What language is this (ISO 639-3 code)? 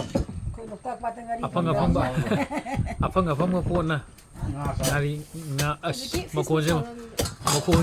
mni